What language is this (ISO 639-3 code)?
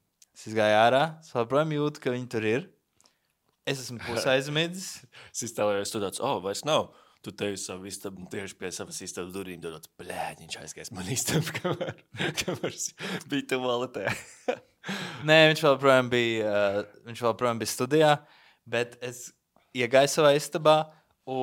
lav